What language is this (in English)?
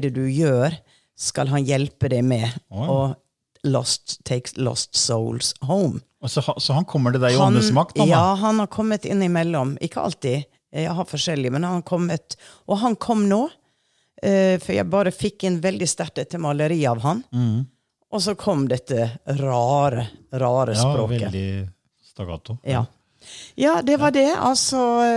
Norwegian